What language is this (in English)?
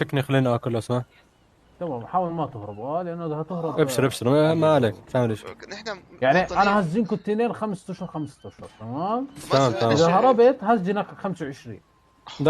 North Levantine Arabic